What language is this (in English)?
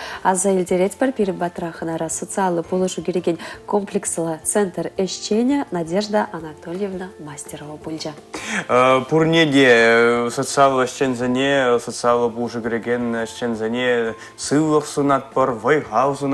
Chuvash